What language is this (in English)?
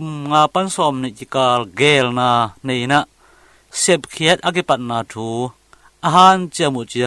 Tedim Chin